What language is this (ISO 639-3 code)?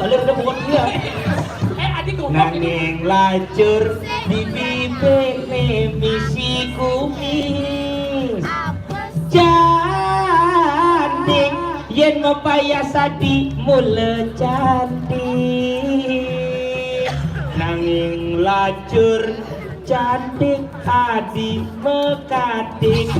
ban